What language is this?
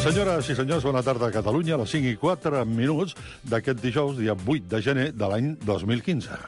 Catalan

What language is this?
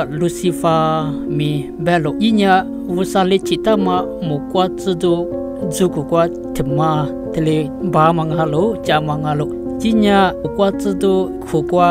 Lisu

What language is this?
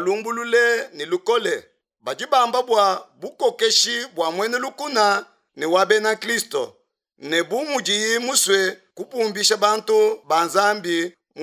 Luba-Lulua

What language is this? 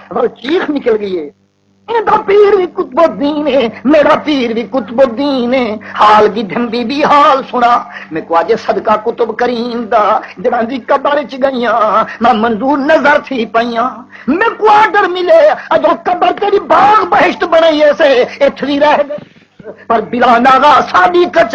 Saraiki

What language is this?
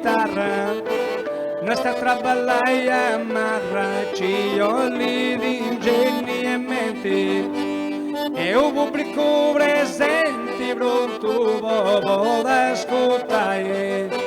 Sardinian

